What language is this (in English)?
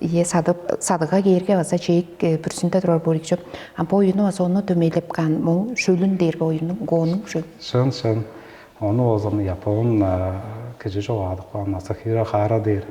Tuvinian